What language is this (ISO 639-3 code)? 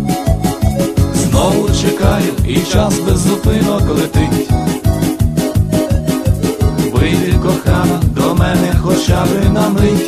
ukr